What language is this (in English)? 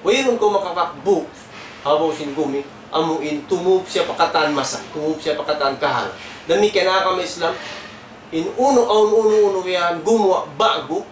Tausug